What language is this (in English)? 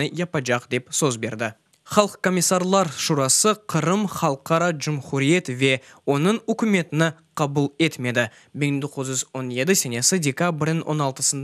Crimean Tatar